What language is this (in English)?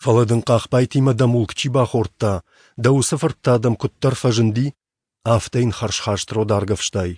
Ossetic